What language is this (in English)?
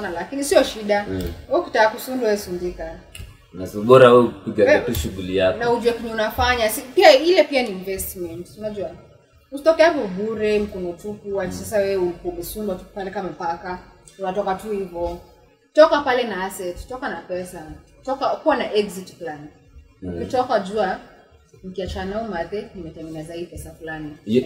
Swahili